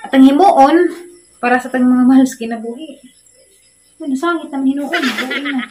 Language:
Cebuano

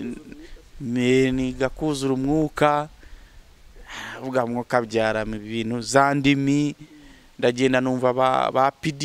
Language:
Kinyarwanda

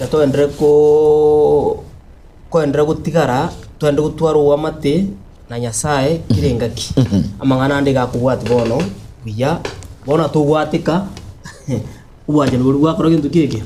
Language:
Gusii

